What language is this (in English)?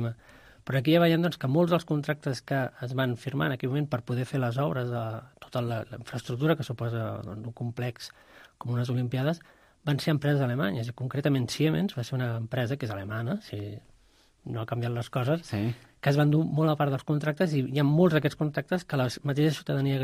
Catalan